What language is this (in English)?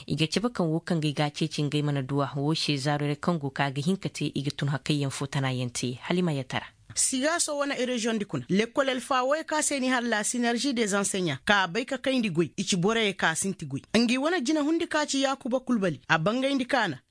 Koyraboro Senni